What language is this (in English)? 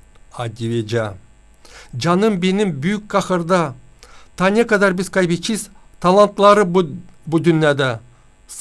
Gagauz